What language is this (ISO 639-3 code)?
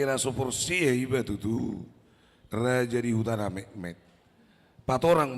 bbc